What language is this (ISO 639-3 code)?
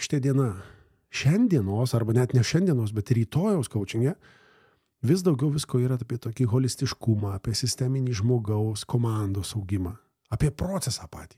lit